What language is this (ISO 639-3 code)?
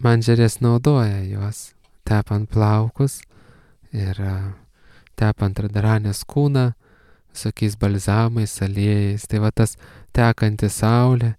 lit